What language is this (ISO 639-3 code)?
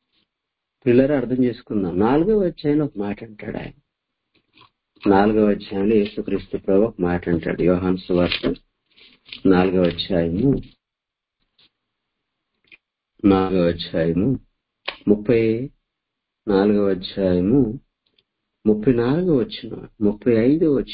tel